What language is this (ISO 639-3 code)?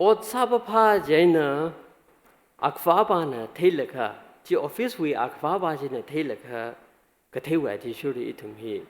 nmf